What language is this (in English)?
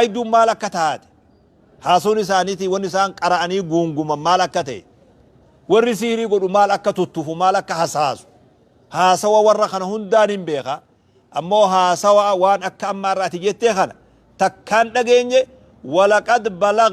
Oromo